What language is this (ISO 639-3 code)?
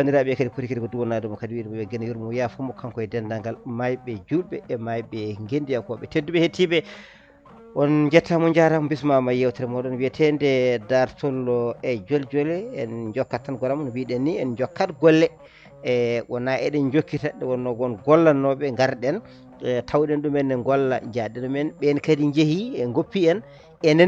ful